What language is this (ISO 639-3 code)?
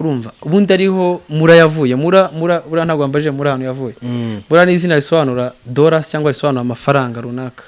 kin